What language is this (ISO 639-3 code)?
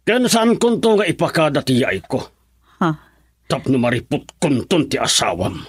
ilo